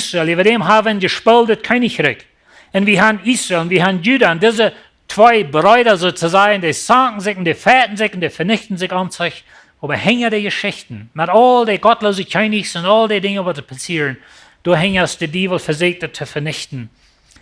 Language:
Plautdietsch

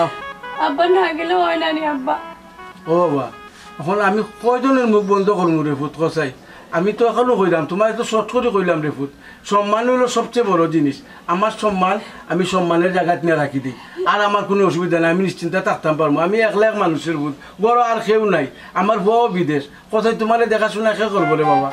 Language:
Sylheti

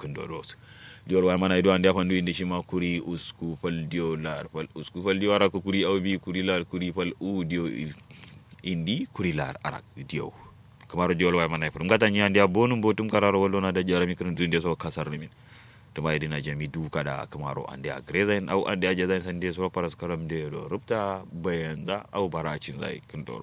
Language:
Kanuri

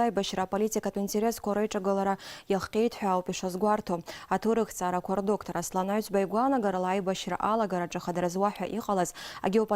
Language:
Abkhazian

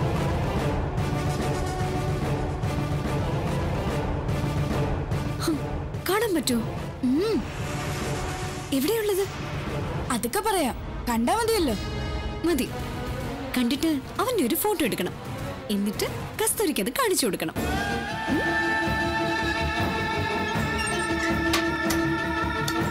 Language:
Malayalam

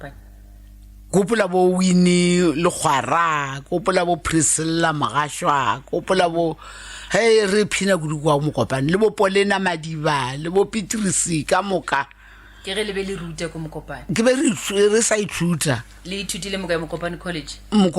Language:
Northern Sotho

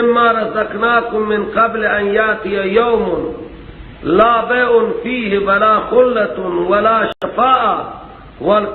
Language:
Persian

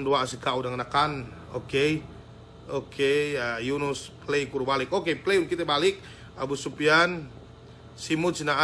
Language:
Yakan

